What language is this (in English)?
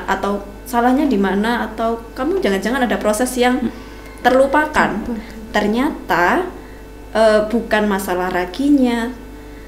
Indonesian